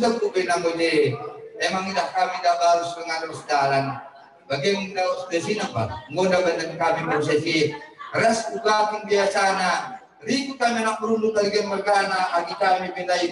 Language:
Batak Karo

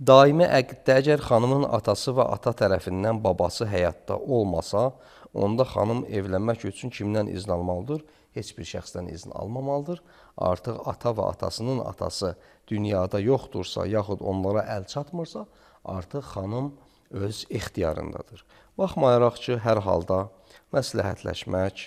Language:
Azerbaijani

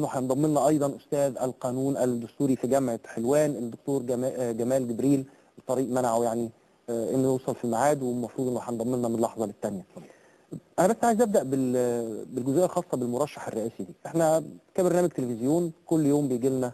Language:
Egyptian Arabic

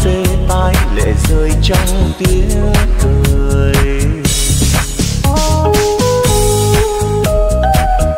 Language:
Vietnamese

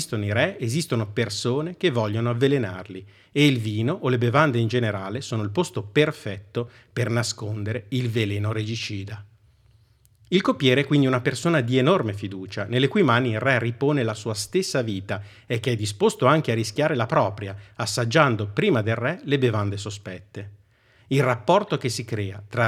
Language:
Italian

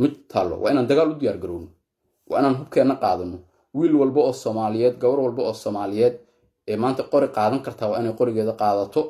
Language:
Somali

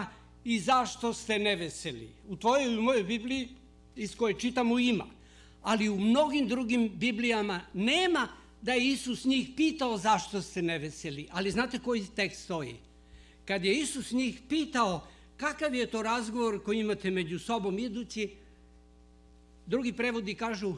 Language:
Serbian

